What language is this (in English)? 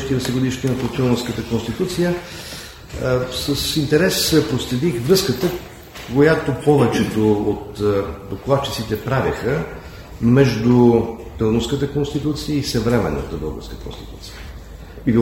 Bulgarian